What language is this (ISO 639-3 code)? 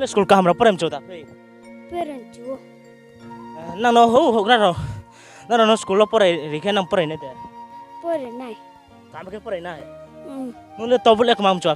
ria